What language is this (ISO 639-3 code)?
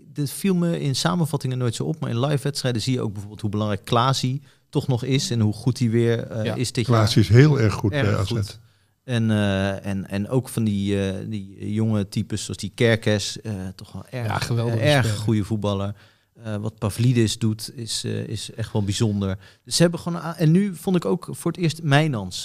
nld